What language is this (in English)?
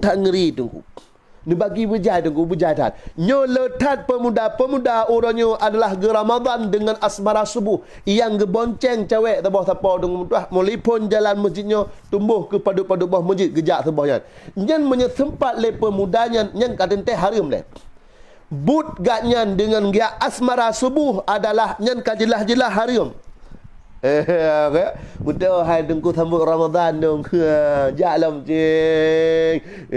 Achinese